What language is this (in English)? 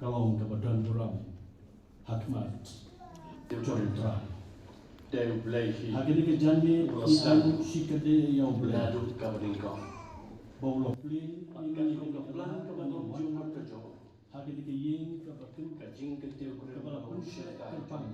Khasi